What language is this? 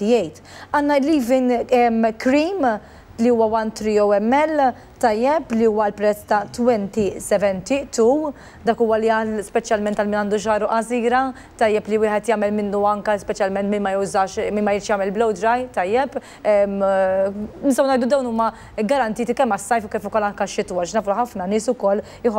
Maltese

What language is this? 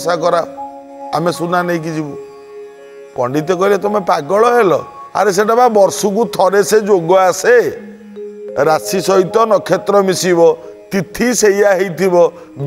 Odia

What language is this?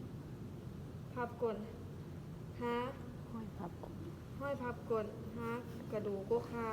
Lao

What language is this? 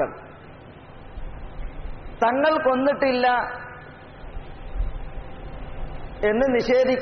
Malayalam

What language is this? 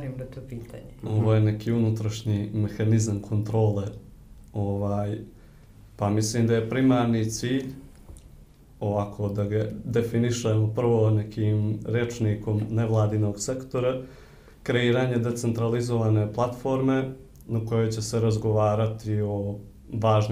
Serbian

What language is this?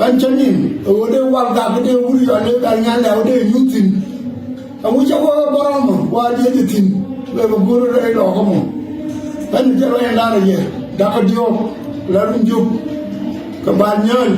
Nuer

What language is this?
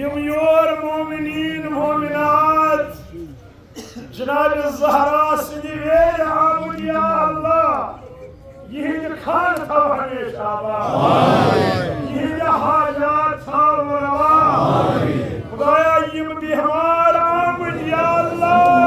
Kashmiri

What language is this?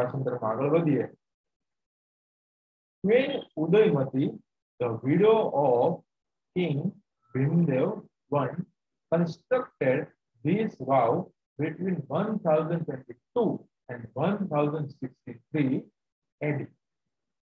Gujarati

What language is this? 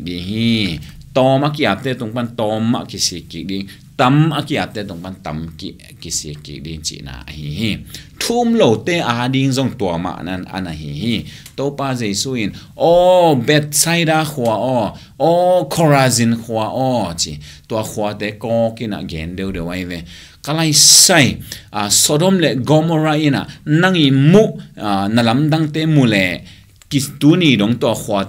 Tedim Chin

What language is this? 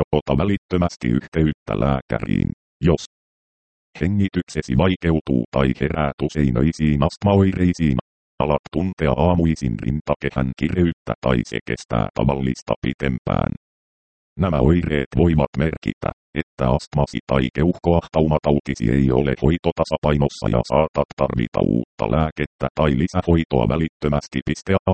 Finnish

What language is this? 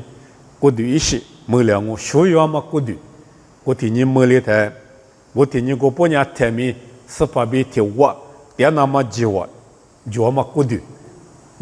Lisu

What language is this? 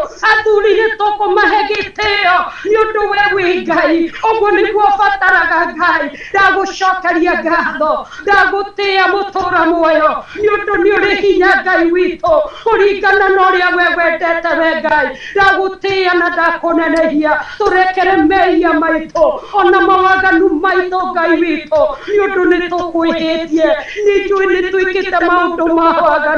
Kikuyu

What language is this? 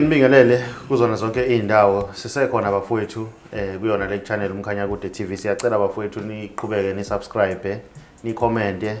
Zulu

